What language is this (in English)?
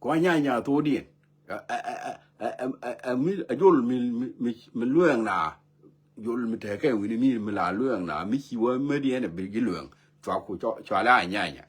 Nuer